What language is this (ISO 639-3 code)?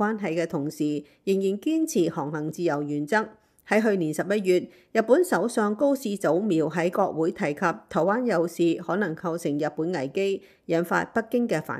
yue